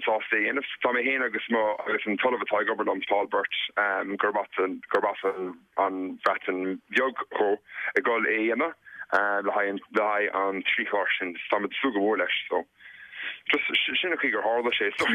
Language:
Irish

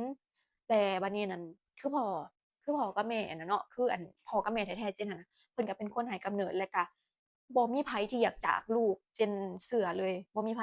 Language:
Lao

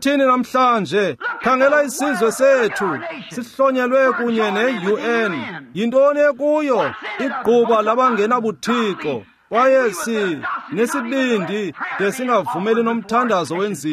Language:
Xhosa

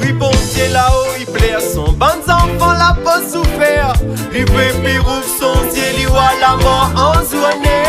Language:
Réunion Creole French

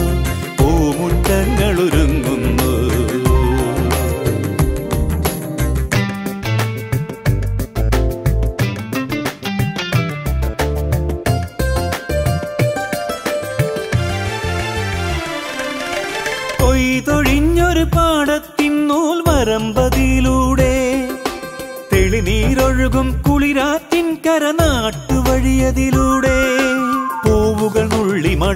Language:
Malayalam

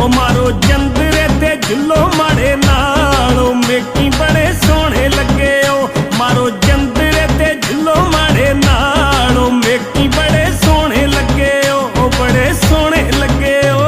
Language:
Pahari-Potwari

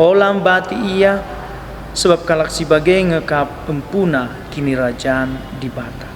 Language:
Batak Karo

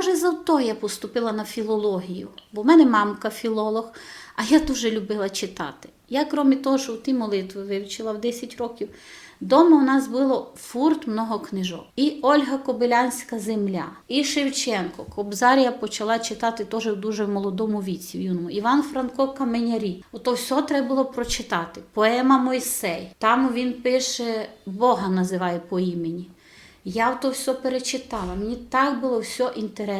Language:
Rusyn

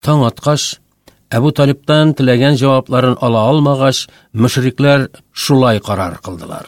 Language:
Tatar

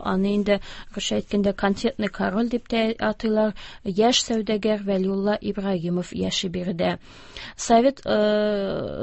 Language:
Tatar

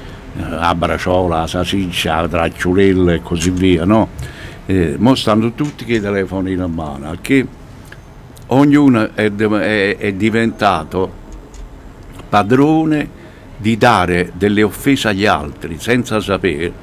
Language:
Italian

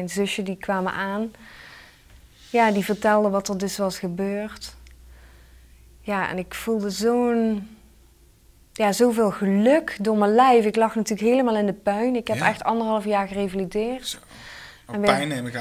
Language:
Dutch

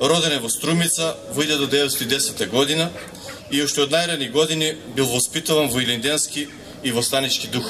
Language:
Macedonian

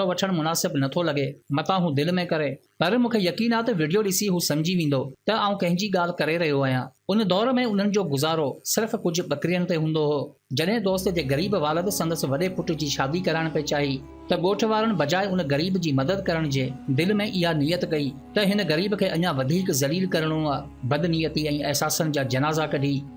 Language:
Sindhi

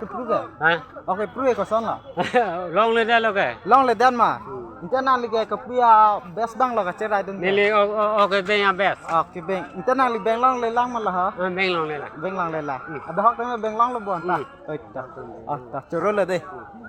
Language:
Karbi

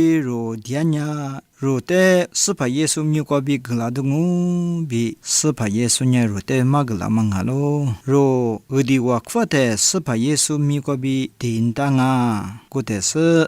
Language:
Lisu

